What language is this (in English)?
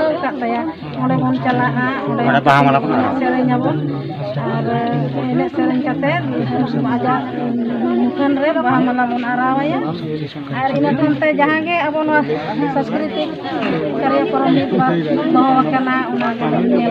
Santali